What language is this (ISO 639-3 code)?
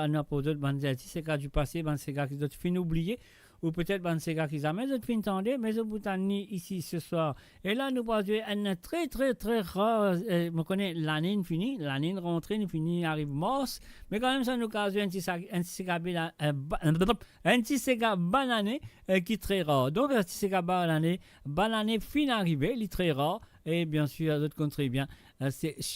mfe